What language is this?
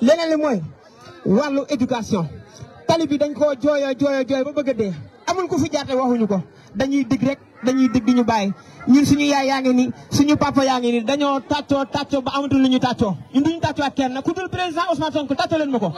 Wolof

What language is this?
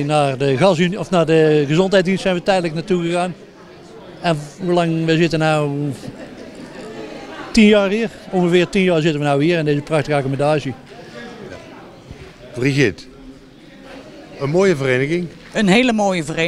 Dutch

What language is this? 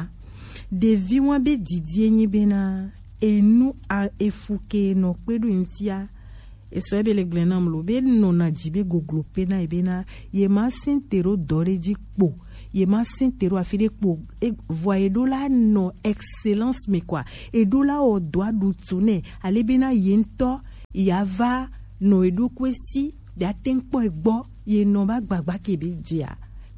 Gen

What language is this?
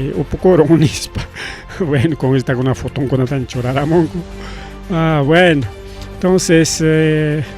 Ayacucho Quechua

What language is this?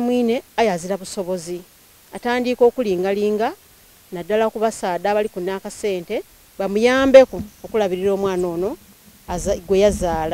Soga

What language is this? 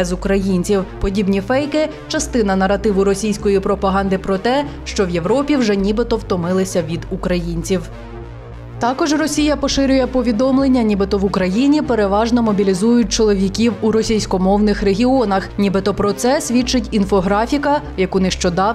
Ukrainian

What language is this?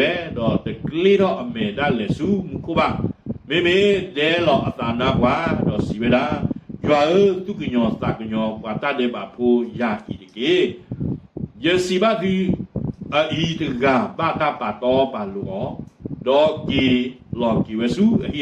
S'gaw Karen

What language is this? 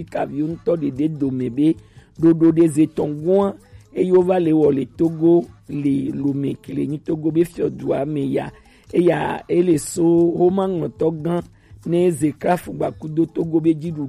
Gen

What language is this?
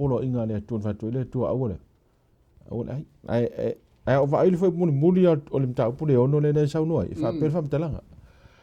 Samoan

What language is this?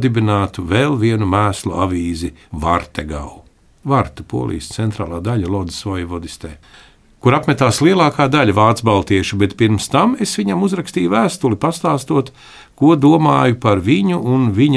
Latvian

